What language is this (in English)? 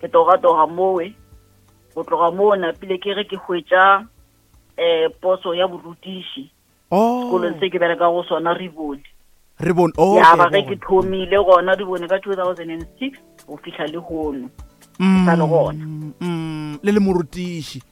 Northern Sotho